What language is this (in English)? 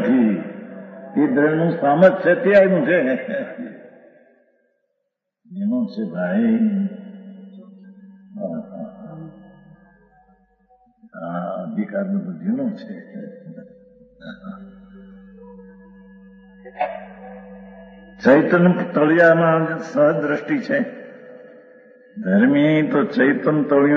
Gujarati